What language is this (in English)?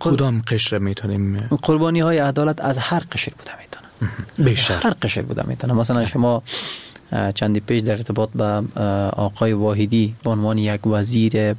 Persian